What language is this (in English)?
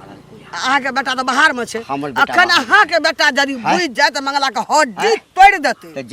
Maithili